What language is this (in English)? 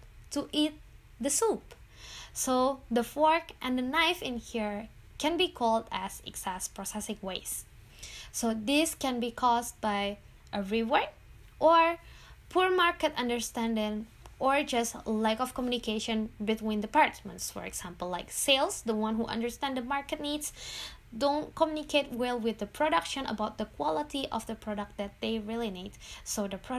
English